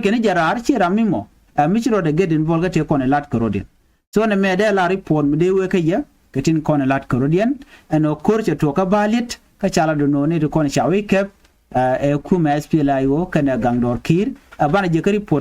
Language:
Nuer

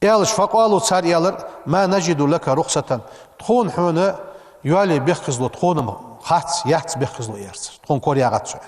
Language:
Ingush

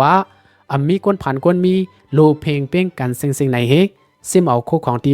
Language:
Shan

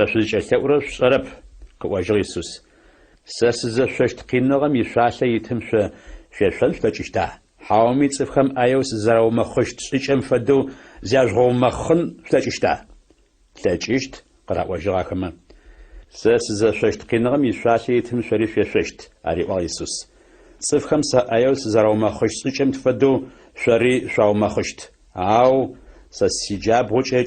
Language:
Adyghe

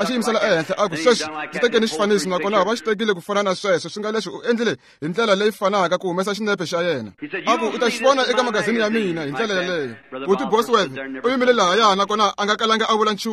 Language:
Tsonga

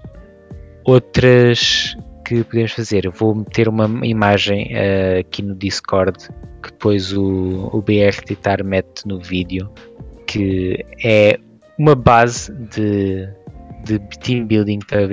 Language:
Portuguese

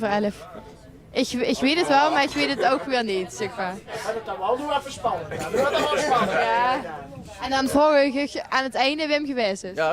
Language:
Limburgish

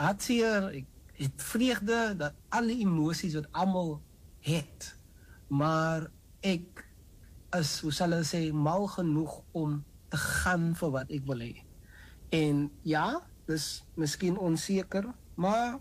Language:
Afrikaans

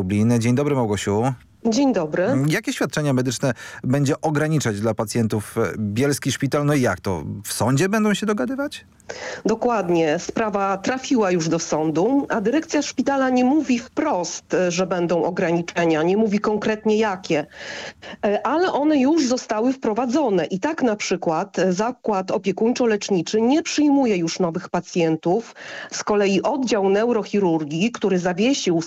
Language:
Polish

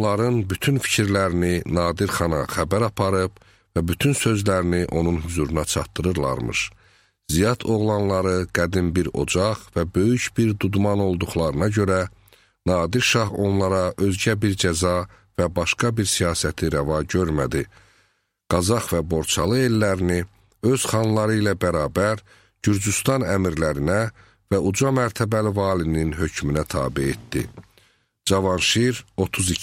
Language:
Azerbaijani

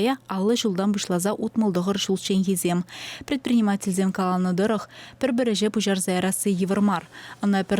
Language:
Chuvash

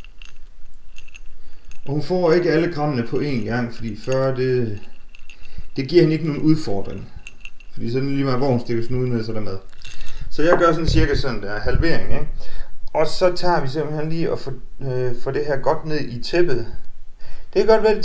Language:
Danish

